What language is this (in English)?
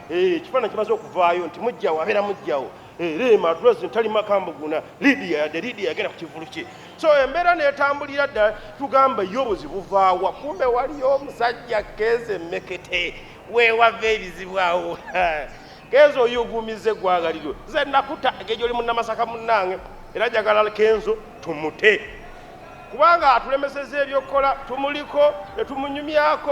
Ganda